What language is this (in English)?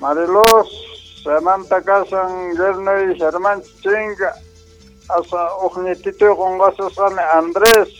Quechua